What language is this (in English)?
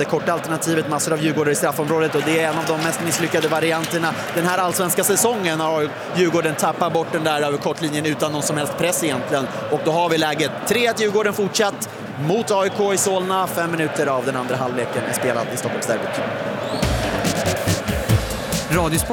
Swedish